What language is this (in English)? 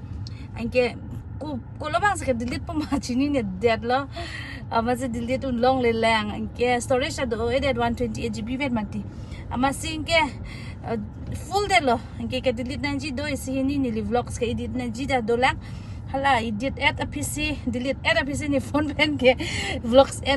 Karbi